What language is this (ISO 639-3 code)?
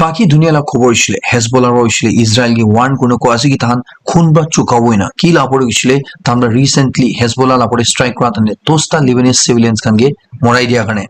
nag